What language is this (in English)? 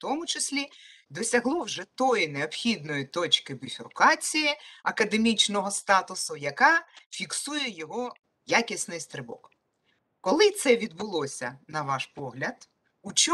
Ukrainian